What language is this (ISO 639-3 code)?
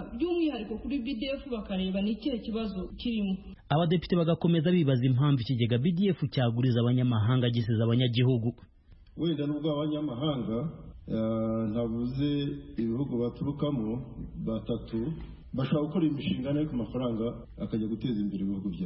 kin